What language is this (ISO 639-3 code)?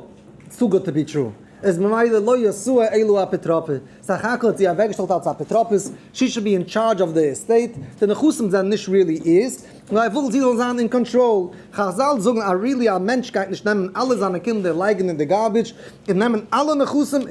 yid